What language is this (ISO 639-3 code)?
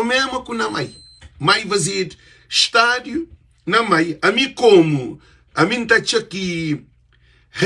kea